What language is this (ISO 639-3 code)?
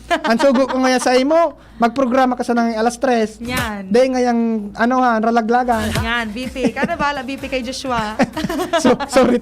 bik